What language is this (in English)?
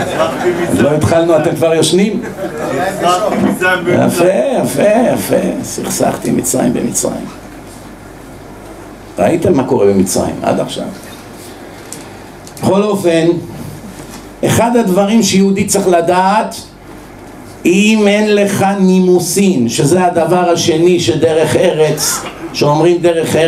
Hebrew